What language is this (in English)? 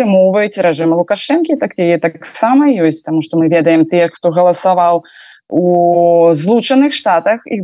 Belarusian